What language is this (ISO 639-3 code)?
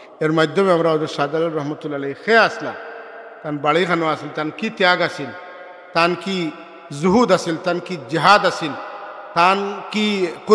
syl